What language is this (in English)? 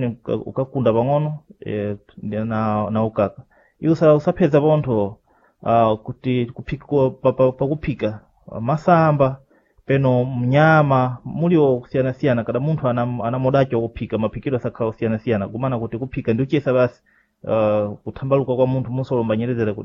Sena